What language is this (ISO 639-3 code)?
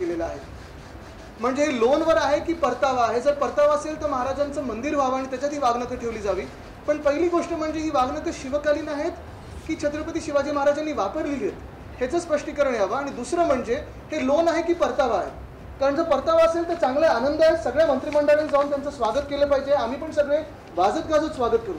mar